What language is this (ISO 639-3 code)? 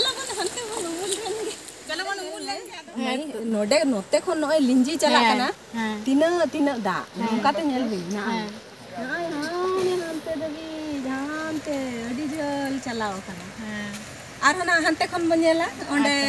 sat